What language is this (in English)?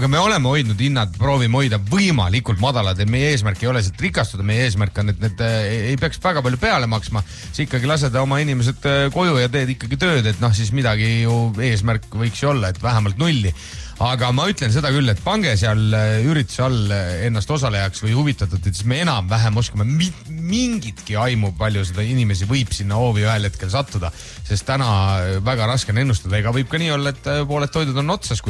Estonian